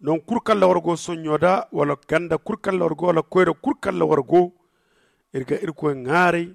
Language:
Zarma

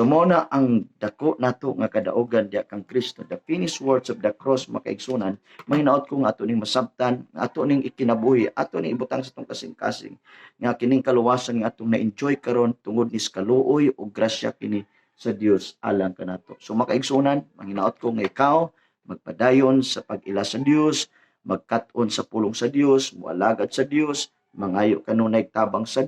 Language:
Cebuano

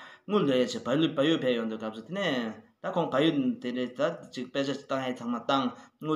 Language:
Tibetan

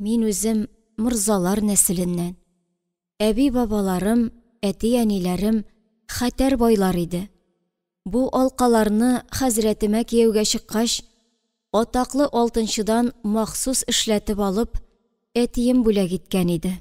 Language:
Tatar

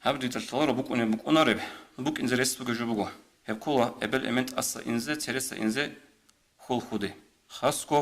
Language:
Avaric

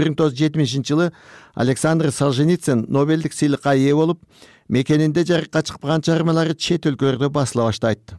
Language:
Kyrgyz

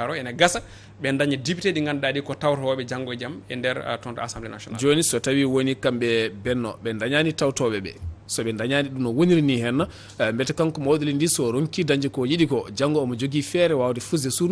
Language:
Fula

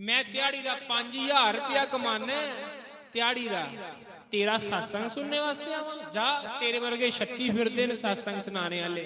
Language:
Dogri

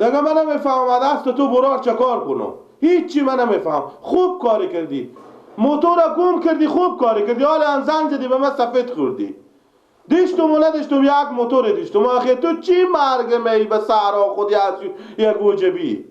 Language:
Persian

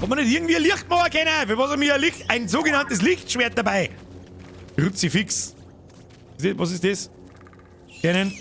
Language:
Bavarian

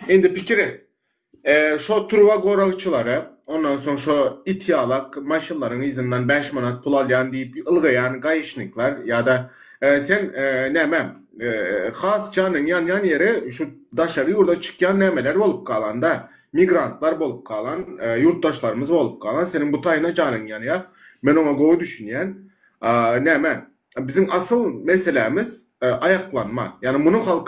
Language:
Turkmen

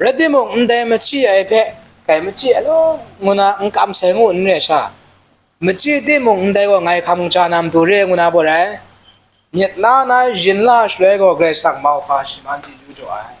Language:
Kachin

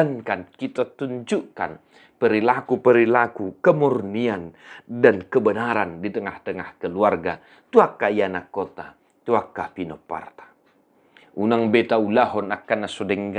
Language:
Batak Toba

